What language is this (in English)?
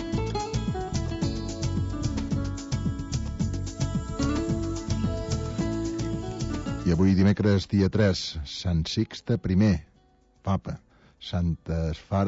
Catalan